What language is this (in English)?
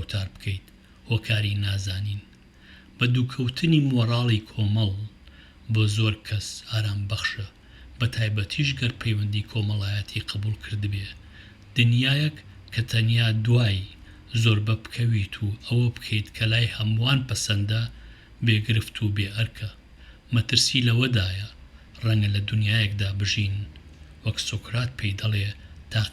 Central Kurdish